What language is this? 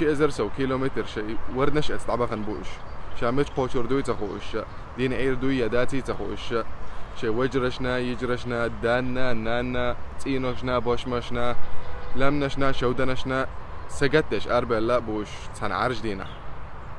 Chechen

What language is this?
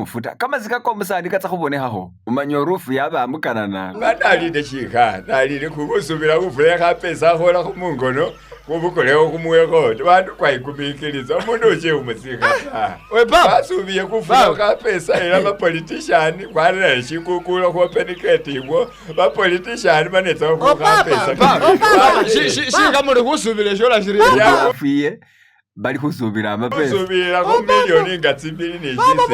Masaaba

